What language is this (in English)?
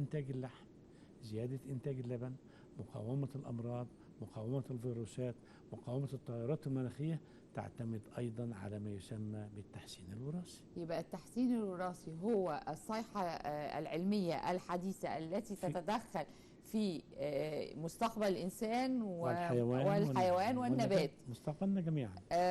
Egyptian Arabic